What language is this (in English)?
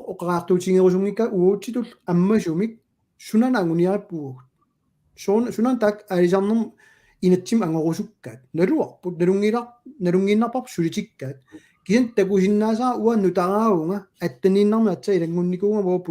Kalaallisut